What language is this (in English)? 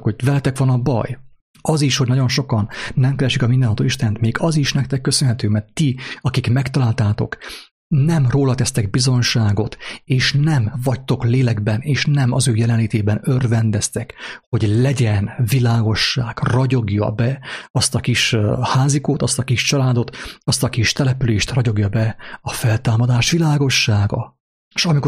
Hungarian